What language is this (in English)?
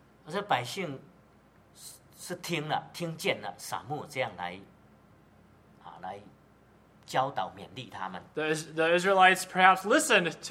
Chinese